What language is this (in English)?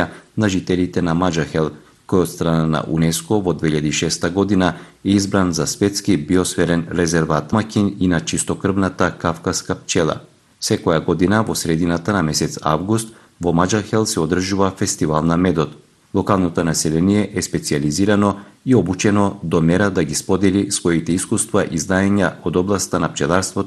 Macedonian